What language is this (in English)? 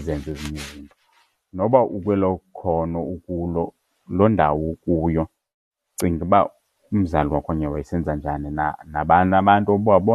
Xhosa